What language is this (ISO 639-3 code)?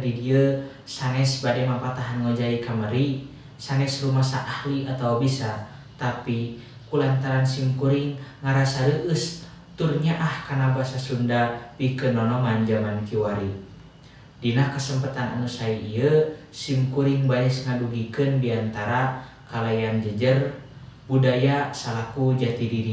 sun